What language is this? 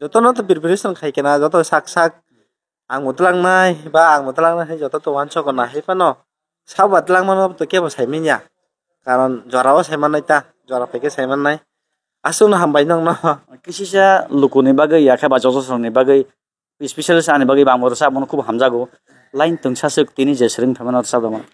Kok Borok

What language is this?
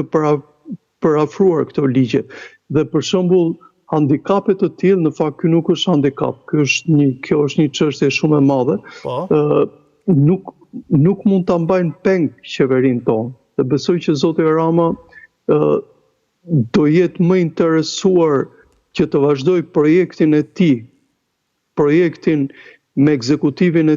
Albanian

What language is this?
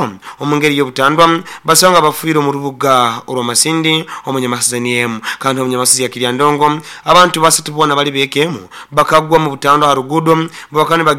Nyankole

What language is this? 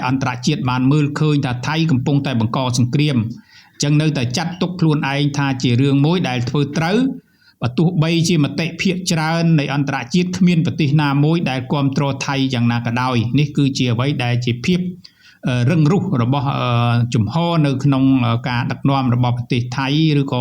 Khmer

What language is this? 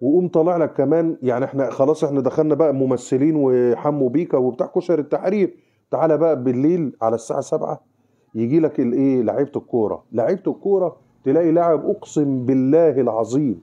Egyptian Arabic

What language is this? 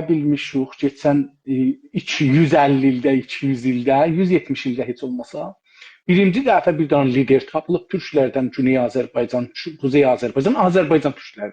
South Azerbaijani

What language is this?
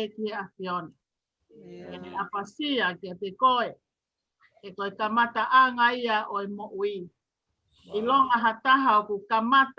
Tongan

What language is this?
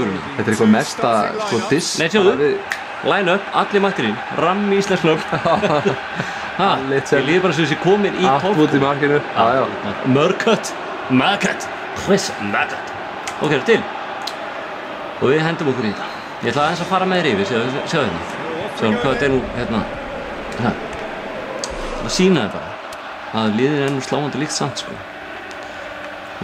Icelandic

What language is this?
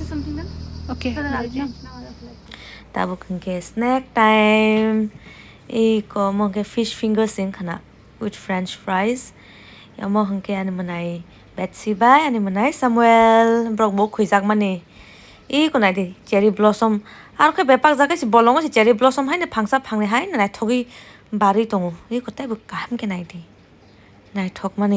Kok Borok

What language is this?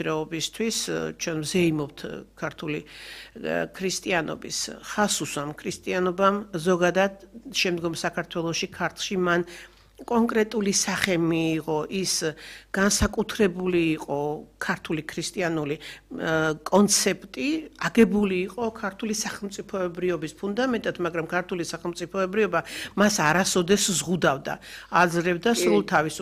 Georgian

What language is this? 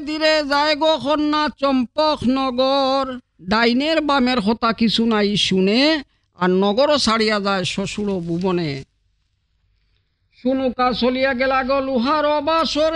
Bangla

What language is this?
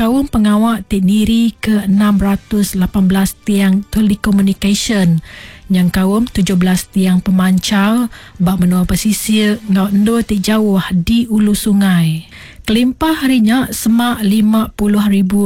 Iban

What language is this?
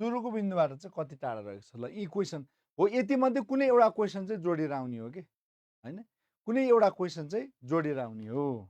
Nepali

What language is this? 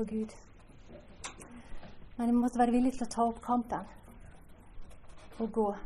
Norwegian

